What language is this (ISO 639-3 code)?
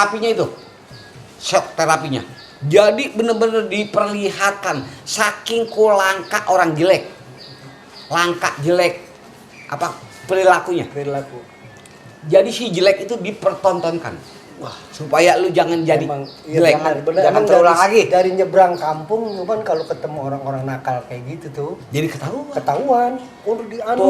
bew